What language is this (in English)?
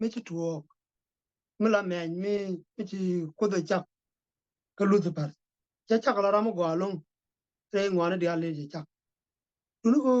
Nuer